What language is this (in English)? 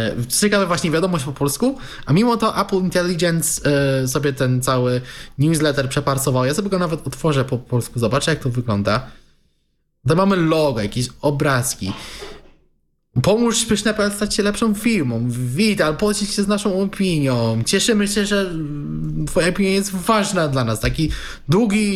Polish